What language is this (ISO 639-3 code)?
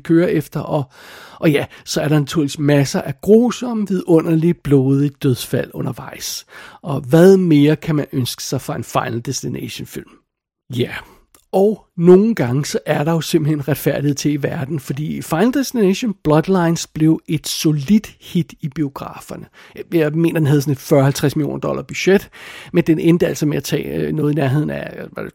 dan